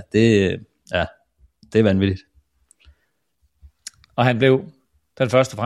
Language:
Danish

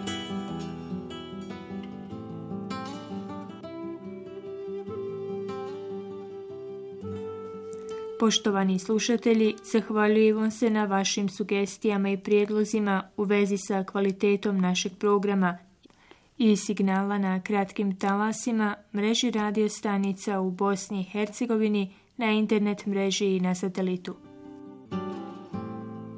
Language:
Bosnian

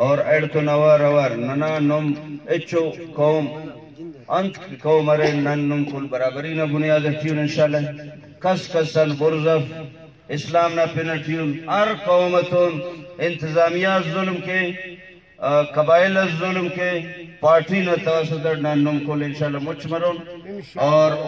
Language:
Brahui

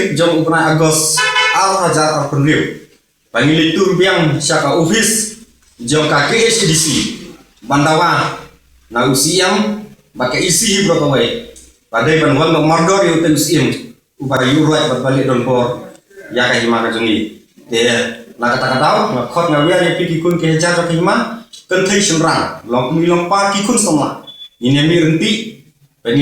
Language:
Khasi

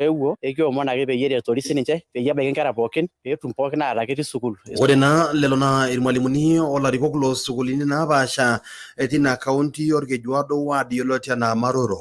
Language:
Masai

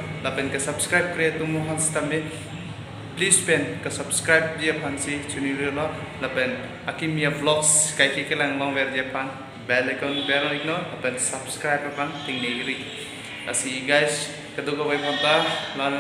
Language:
Karbi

